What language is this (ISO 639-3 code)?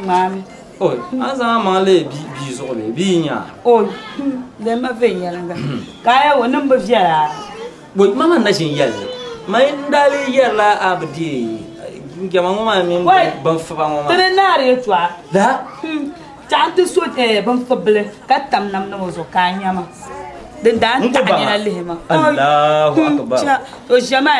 dag